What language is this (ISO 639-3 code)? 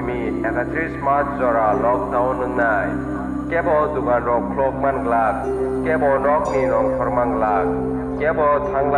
trp